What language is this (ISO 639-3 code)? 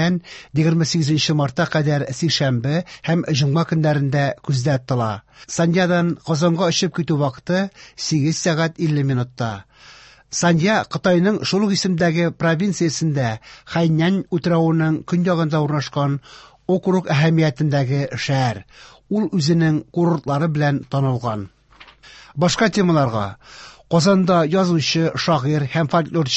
tat